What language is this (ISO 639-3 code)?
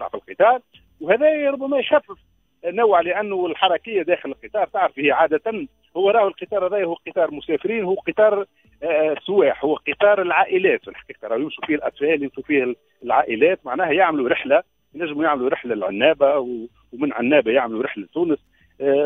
aeb